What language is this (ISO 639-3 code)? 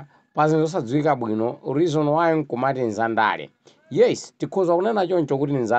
nya